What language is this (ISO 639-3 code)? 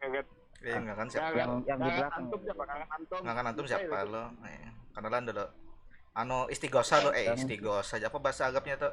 bjn